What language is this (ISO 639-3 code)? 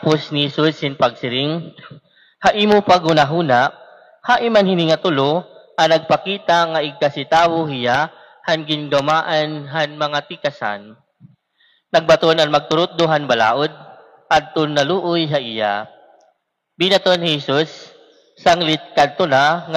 war